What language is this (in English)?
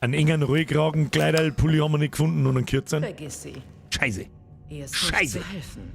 Bavarian